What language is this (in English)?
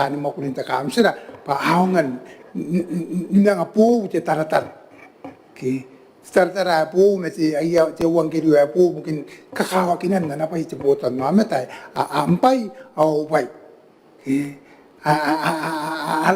Gilbertese